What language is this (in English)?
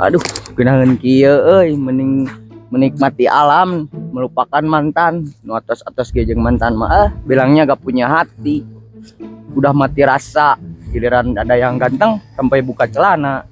Sundanese